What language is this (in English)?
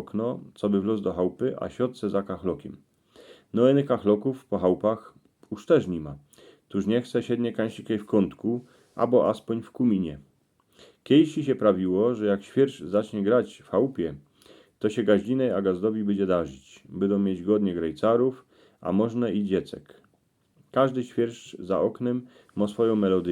Silesian